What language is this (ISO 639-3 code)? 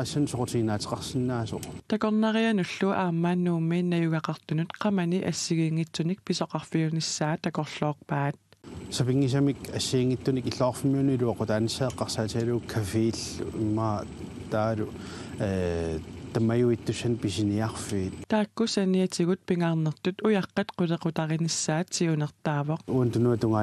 kal